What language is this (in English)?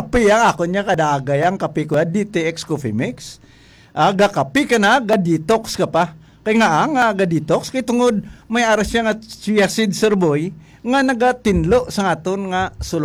Hiligaynon